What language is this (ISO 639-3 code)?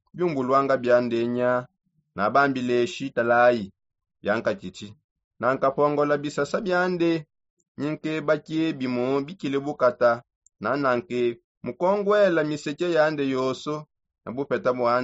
sop